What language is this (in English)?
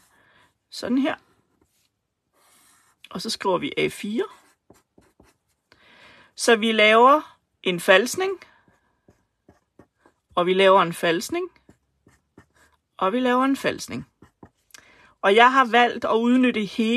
Danish